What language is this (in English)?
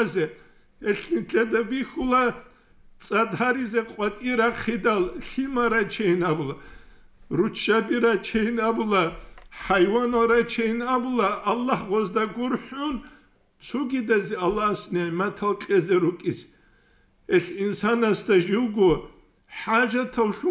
Avaric